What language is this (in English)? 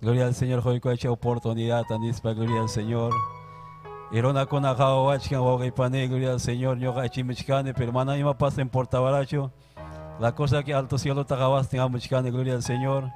Ayacucho Quechua